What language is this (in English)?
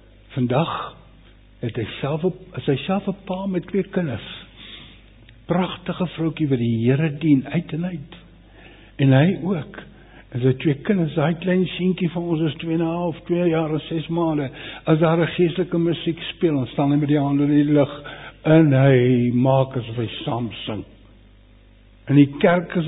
Afrikaans